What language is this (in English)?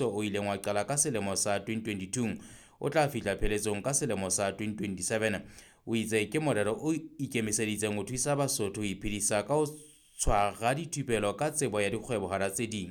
Southern Sotho